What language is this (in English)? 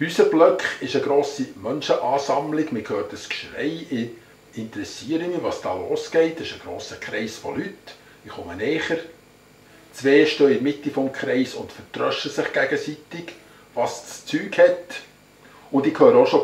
Swiss German